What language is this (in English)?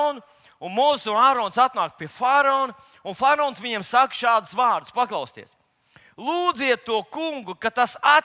Latvian